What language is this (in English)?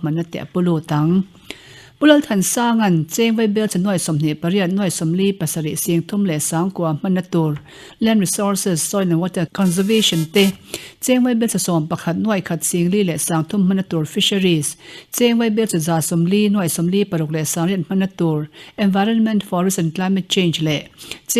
Mizo